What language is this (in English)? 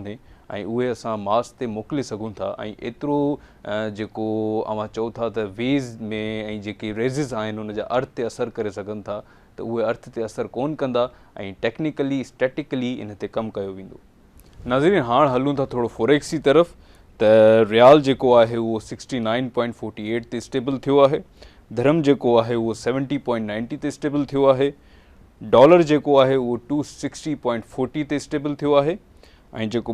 Sindhi